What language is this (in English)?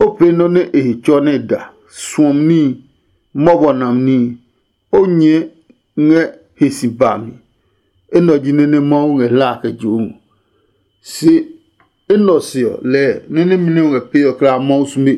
Adangme